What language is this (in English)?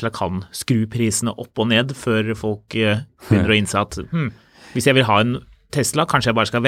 Norwegian